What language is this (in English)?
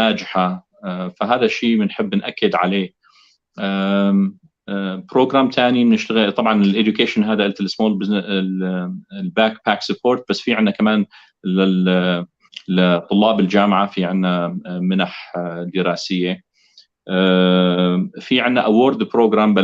North Levantine Arabic